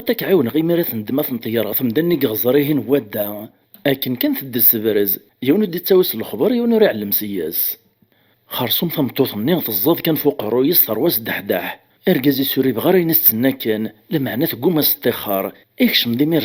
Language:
Kabyle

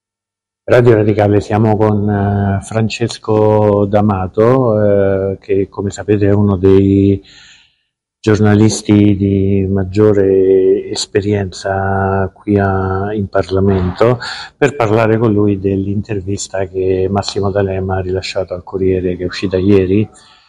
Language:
Italian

